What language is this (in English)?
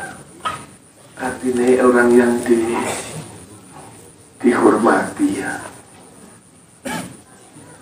Indonesian